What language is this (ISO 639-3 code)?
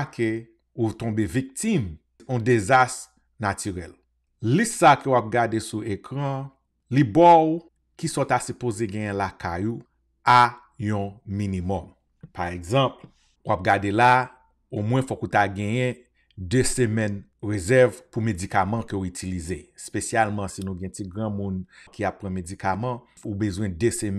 hat